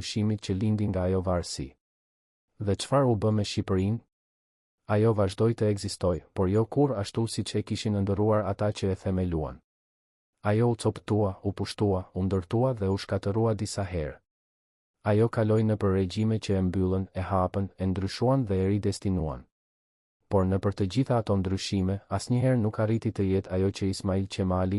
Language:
Albanian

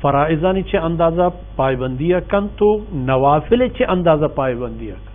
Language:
Baluchi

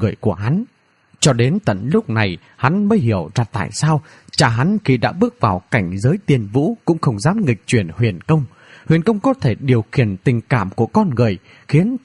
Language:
Vietnamese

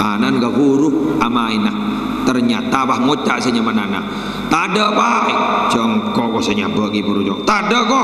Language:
Madurese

